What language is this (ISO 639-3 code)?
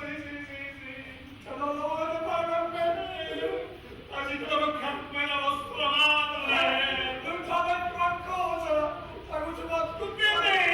nap